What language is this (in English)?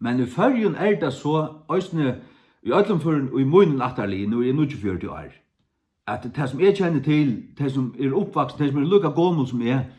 Faroese